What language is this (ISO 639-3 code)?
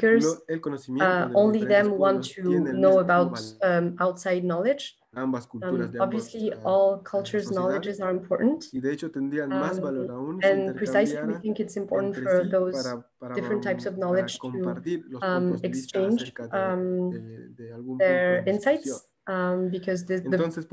que